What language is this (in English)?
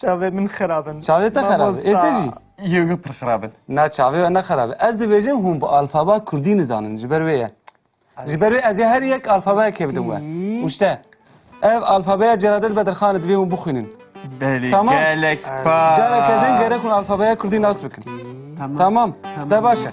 Kurdish